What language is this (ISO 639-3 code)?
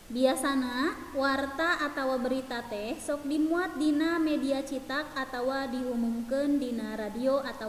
sun